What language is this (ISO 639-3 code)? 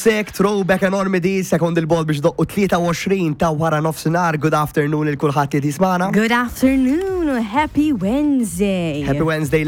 mlt